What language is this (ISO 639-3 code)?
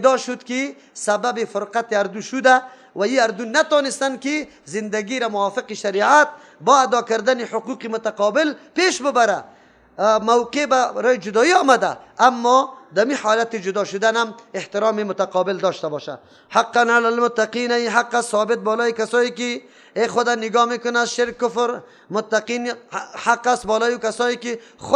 fas